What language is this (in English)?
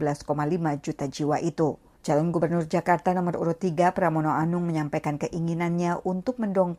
Indonesian